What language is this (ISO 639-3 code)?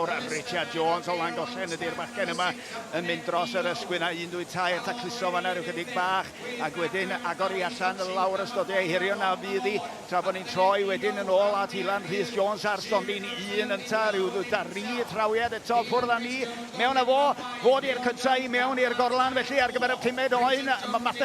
cym